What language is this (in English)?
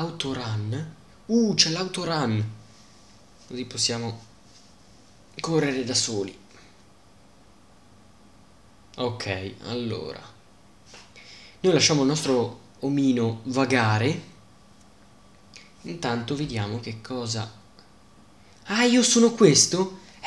Italian